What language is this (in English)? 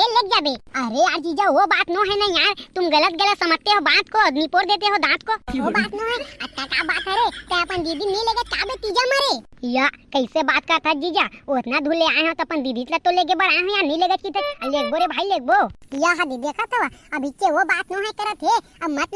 Chhattisgarhi